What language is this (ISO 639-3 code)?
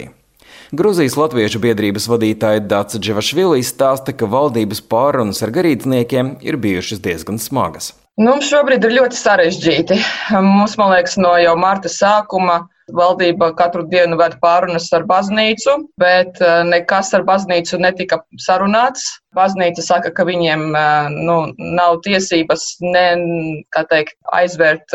lav